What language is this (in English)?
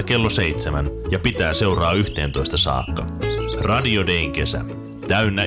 Finnish